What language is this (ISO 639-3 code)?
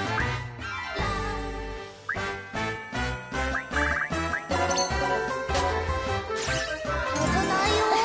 jpn